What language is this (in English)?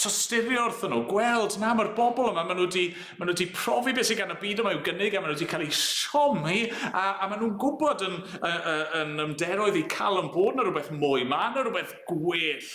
Welsh